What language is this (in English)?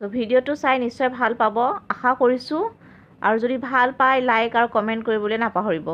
Assamese